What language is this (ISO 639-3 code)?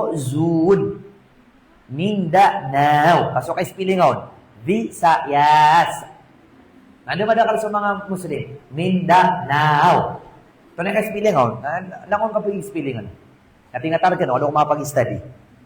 mrw